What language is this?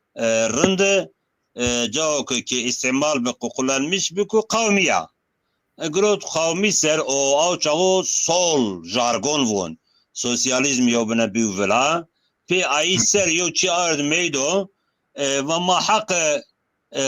Zaza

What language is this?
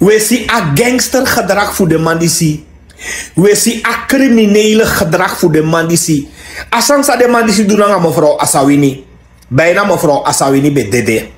Sranan Tongo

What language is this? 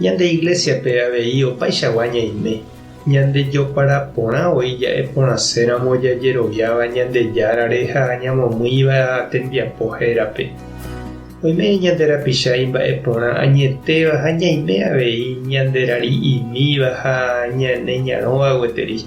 Guarani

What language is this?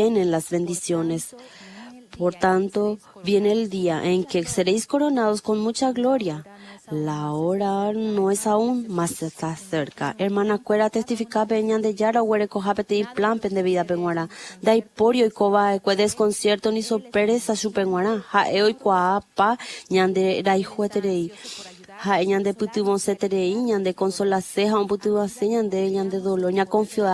Guarani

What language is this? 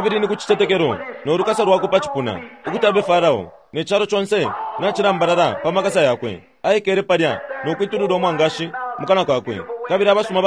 Bemba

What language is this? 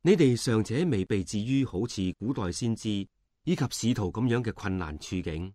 Cantonese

